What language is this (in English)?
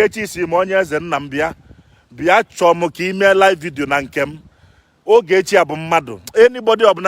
Igbo